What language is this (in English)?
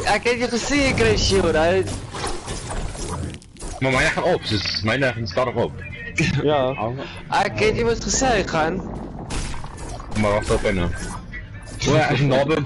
Afrikaans